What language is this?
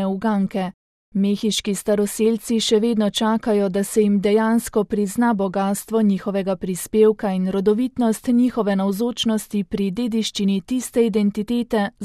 Slovenian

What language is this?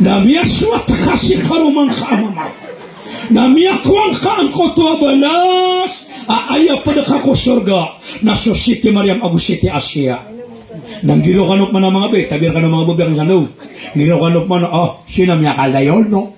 Maranao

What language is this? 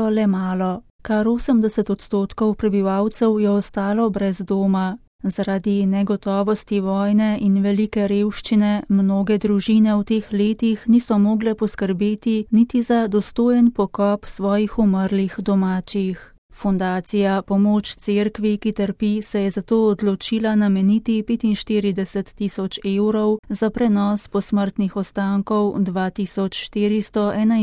Slovenian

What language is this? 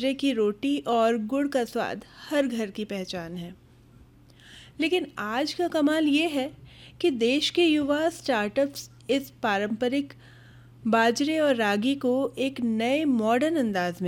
Hindi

